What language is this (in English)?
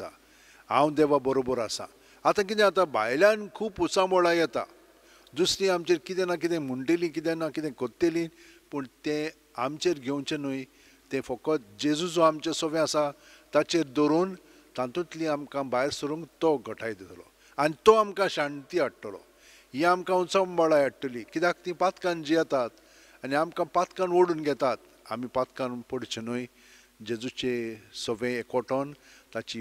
Konkani